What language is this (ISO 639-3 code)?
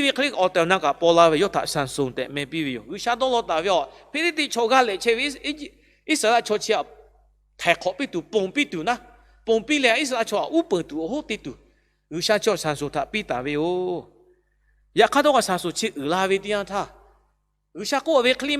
lhu